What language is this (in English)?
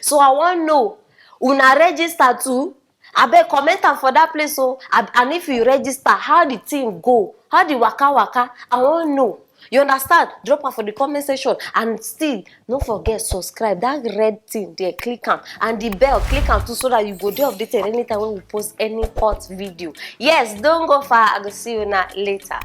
Nigerian Pidgin